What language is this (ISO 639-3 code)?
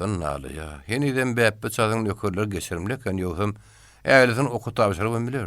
tuk